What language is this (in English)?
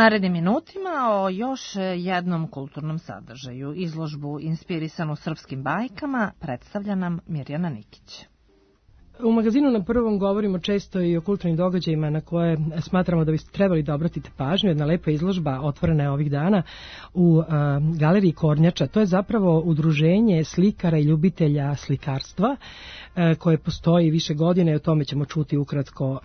Serbian